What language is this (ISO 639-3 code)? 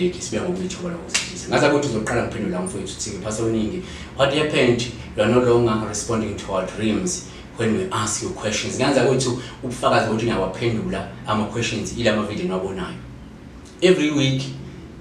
zul